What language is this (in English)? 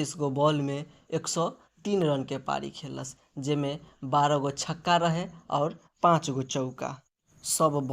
Bhojpuri